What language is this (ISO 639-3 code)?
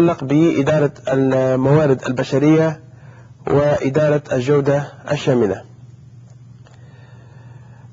ara